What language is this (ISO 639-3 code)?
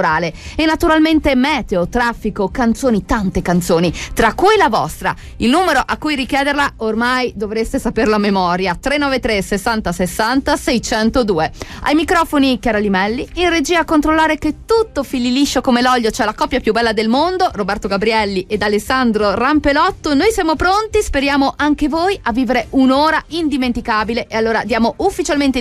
ita